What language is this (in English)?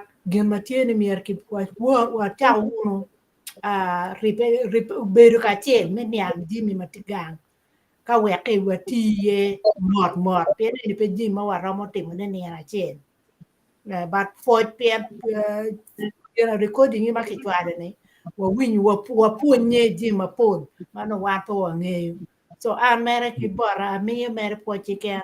Acoli